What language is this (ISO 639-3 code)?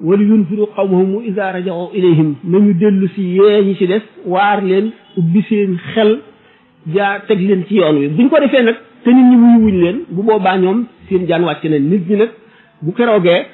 wol